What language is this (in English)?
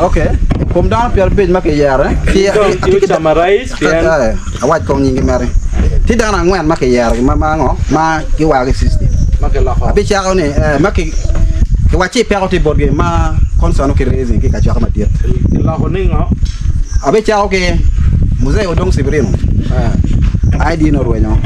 Acoli